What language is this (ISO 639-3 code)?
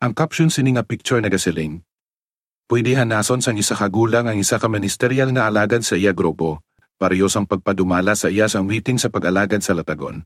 hil